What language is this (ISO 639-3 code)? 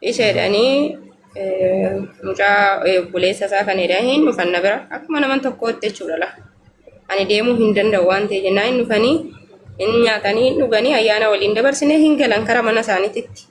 orm